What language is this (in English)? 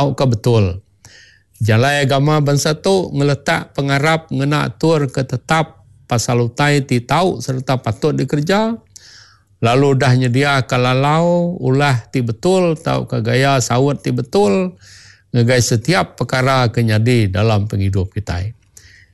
Iban